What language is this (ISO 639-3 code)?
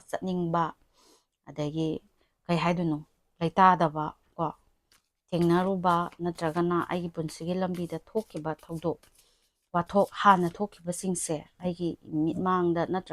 mni